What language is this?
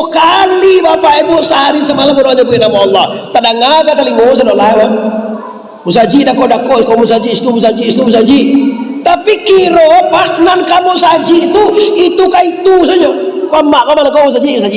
Minangkabau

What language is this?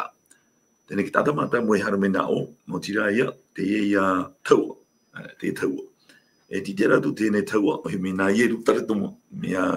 Tahitian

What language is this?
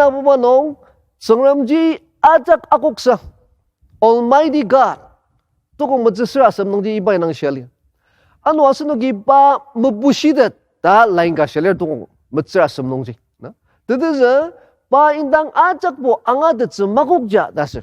Ao Naga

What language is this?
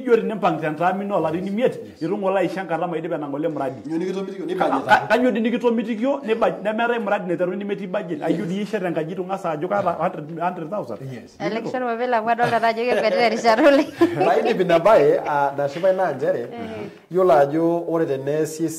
Masai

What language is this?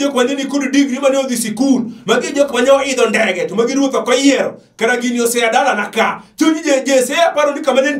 Luo (Kenya and Tanzania)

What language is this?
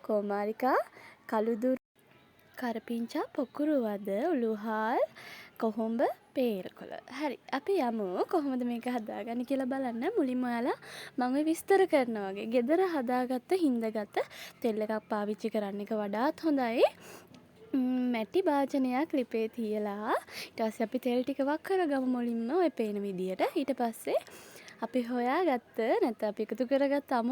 Sinhala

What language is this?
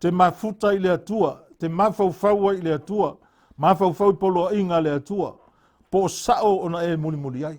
Samoan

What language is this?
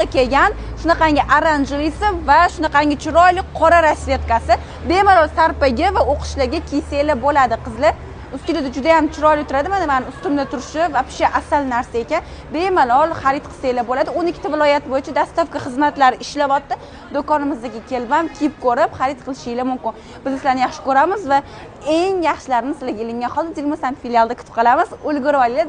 Uzbek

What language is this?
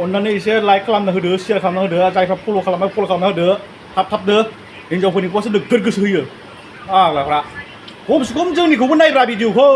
Bodo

